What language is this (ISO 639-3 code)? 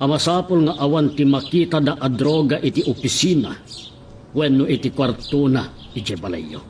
ilo